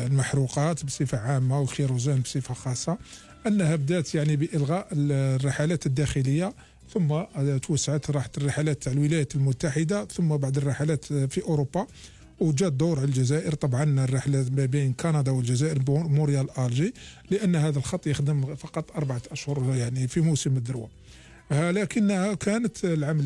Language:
Algerian Arabic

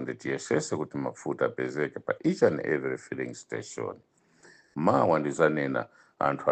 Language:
Nyanja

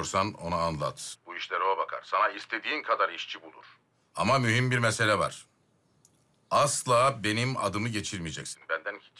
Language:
Turkish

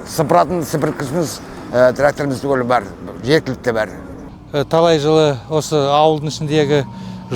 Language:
Kazakh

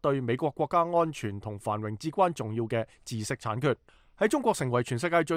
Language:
Cantonese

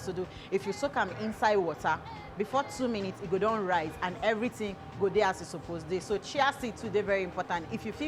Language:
Nigerian Pidgin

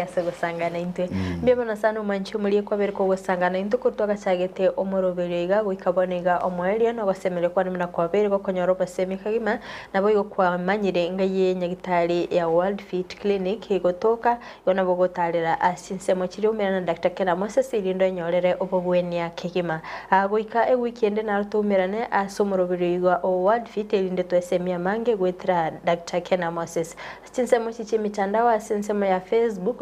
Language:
Gusii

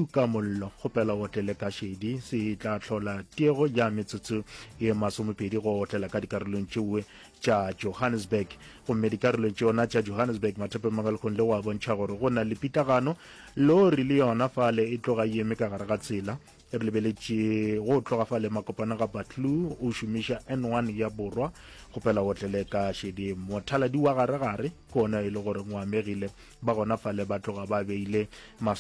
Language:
Northern Sotho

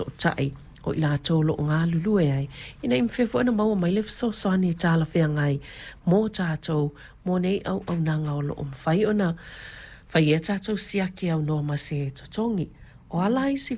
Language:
Samoan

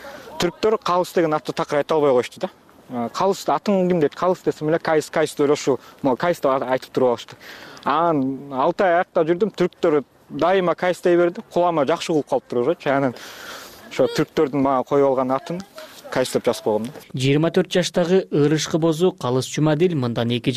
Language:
Kyrgyz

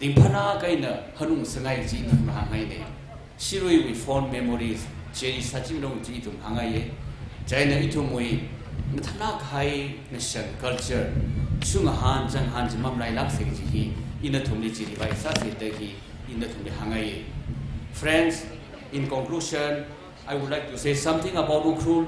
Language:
Tangkhul Naga (India)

